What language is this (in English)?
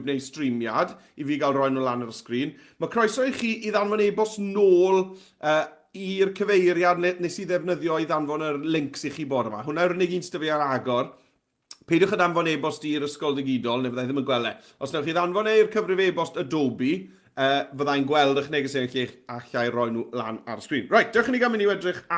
Welsh